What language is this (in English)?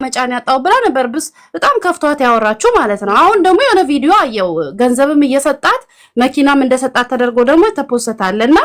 Amharic